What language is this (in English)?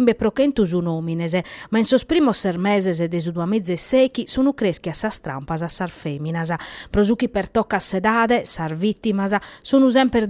Sardinian